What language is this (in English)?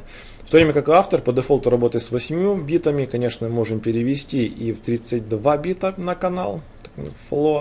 Russian